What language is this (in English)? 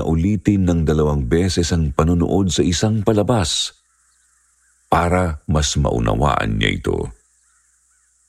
Filipino